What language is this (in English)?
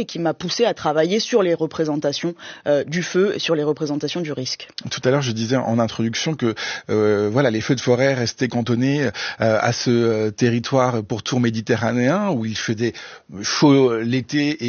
French